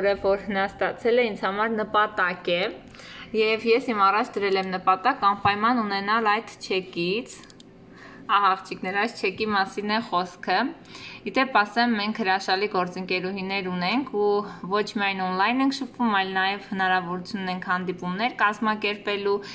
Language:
Armenian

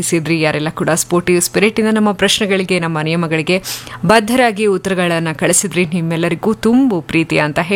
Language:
Kannada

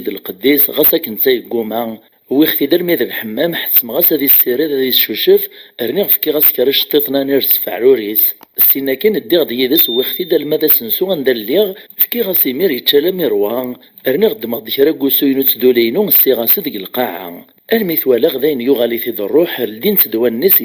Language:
Kabyle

